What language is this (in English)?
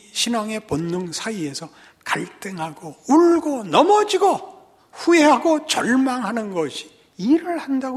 Korean